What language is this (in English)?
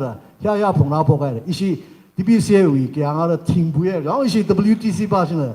Tangkhul Naga (India)